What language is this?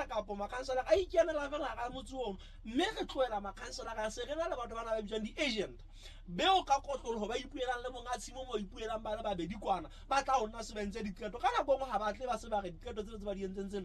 Southern Sotho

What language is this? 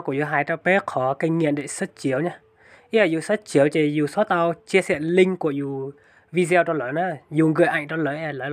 Hmong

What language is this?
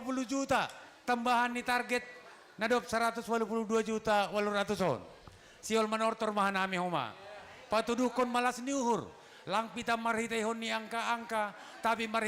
Batak Simalungun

